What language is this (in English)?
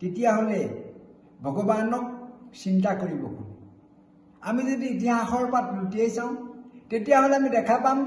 Assamese